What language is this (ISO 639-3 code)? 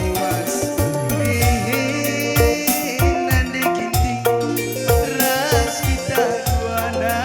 btx